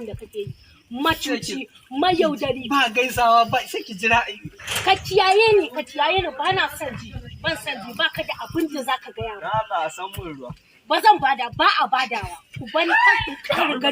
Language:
Hausa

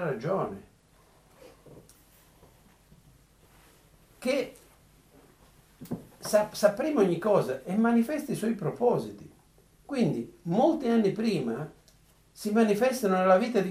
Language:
Italian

